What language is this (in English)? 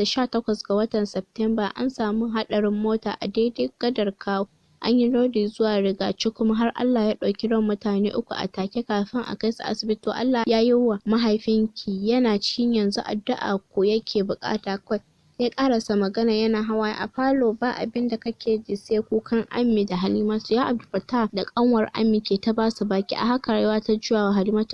Hausa